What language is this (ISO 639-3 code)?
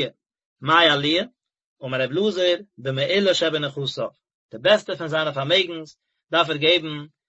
yid